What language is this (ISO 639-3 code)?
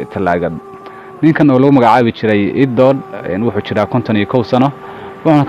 som